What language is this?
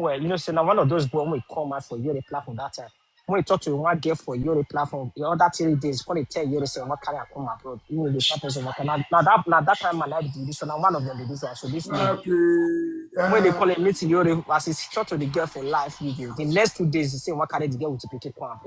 Nigerian Pidgin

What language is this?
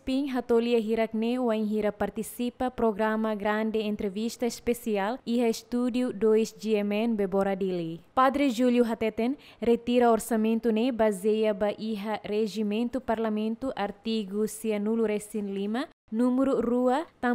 Tetum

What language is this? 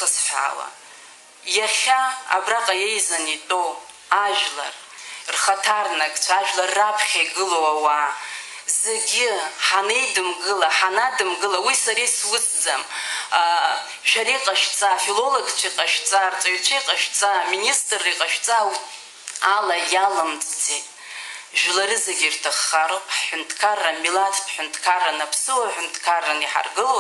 Abkhazian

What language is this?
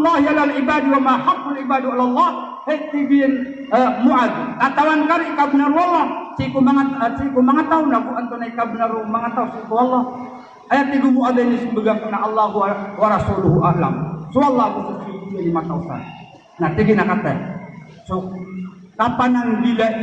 Maranao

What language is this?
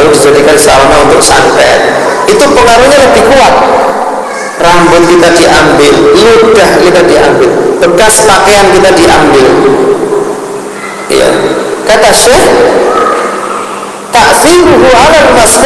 Indonesian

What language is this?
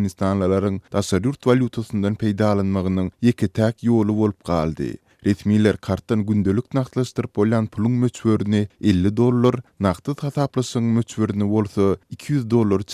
Turkmen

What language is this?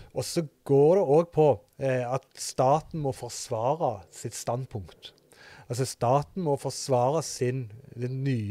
Norwegian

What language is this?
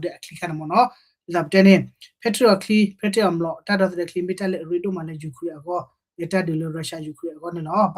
S'gaw Karen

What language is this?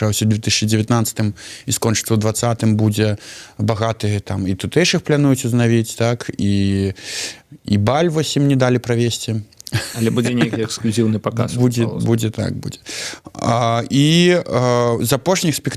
Belarusian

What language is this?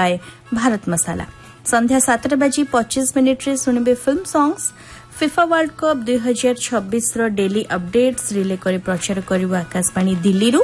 Odia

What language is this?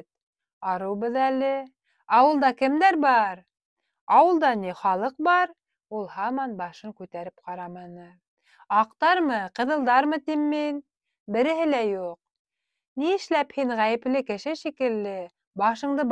Bashkir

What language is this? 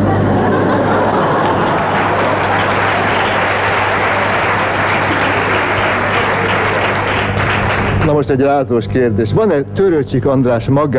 Hungarian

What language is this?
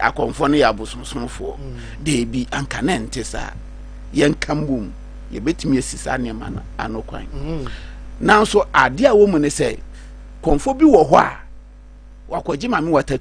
Akan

